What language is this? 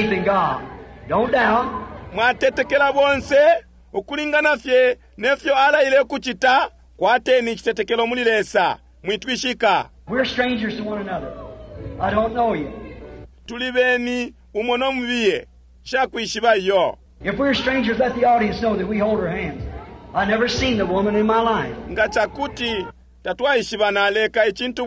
Bemba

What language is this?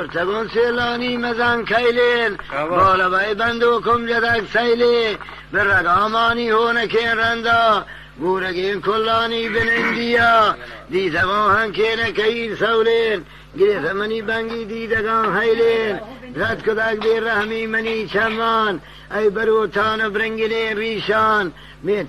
Baluchi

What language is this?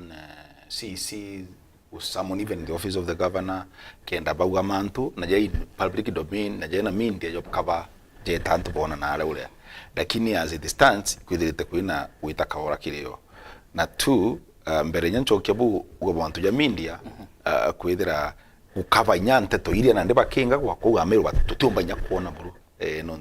Meru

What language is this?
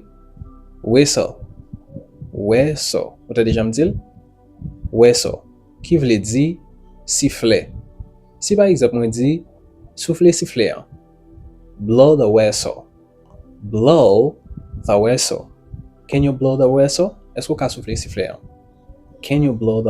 Haitian Creole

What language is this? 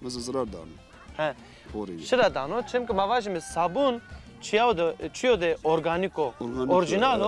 Zaza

